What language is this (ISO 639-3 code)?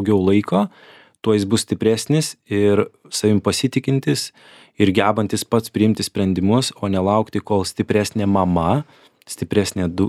lit